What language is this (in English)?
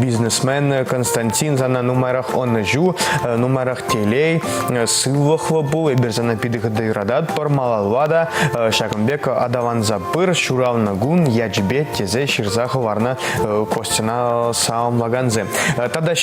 Chuvash